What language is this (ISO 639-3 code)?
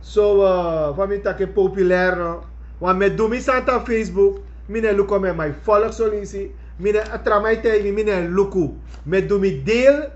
srn